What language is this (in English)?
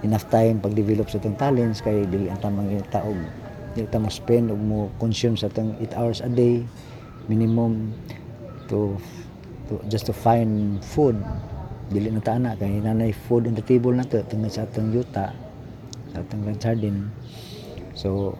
Cebuano